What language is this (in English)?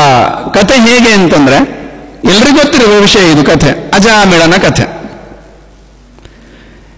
Kannada